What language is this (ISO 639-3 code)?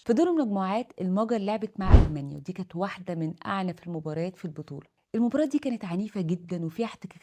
arz